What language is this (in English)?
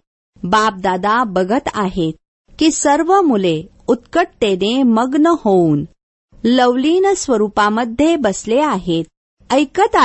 Marathi